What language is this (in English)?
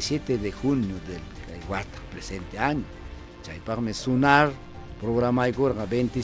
Ayacucho Quechua